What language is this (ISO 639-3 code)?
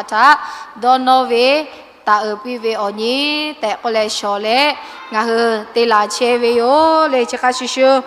lhu